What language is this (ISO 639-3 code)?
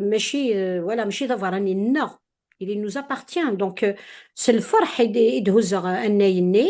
kab